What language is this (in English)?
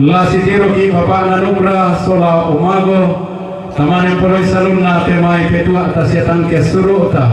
Toraja-Sa'dan